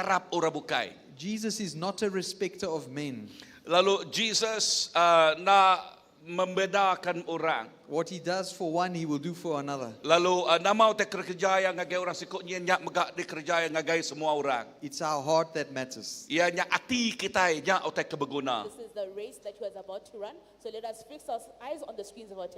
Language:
Iban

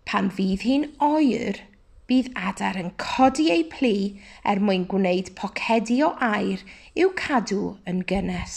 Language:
Welsh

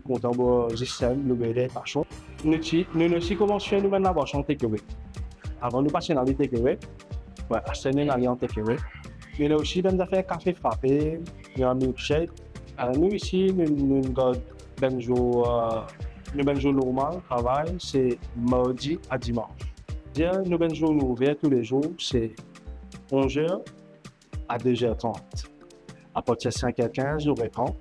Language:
Morisyen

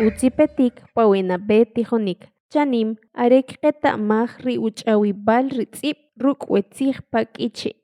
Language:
Kʼicheʼ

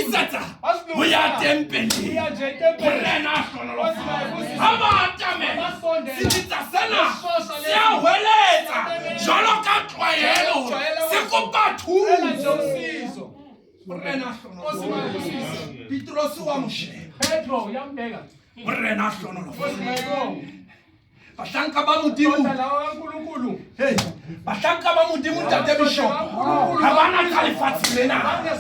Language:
Southern Sotho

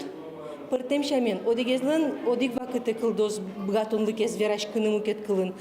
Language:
Udmurt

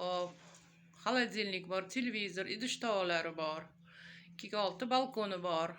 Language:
Uzbek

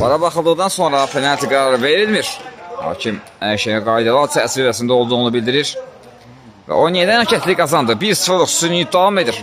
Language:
Azerbaijani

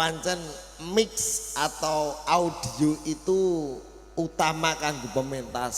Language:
Javanese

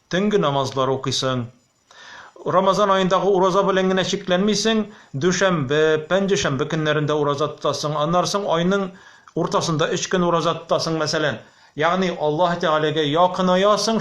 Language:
Tatar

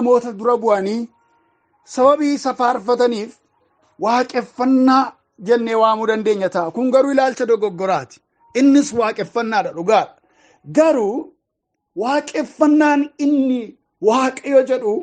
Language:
Oromo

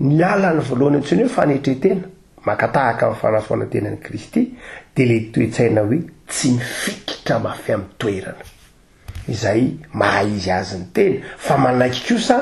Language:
Malagasy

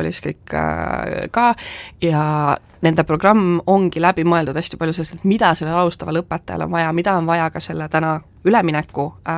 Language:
Estonian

